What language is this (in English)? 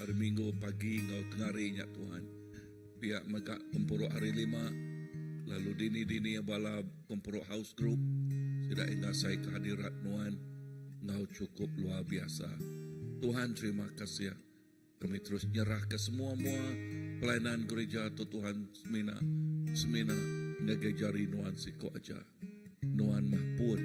Iban